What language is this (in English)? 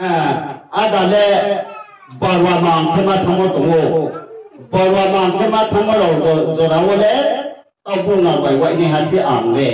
Riang (India)